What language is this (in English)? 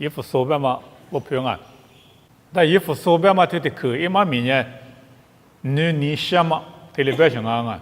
Lisu